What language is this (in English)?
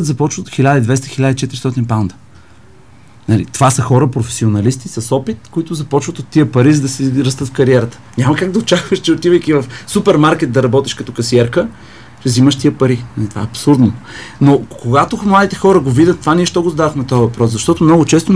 Bulgarian